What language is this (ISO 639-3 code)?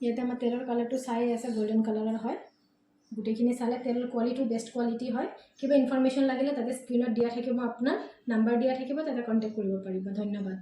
asm